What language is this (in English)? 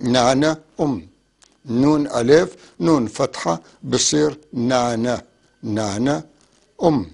North Levantine Arabic